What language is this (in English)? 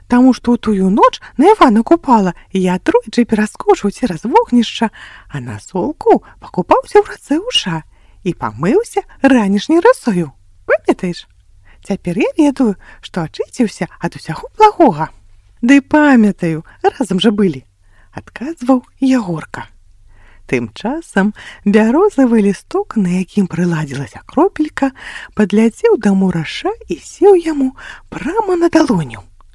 Belarusian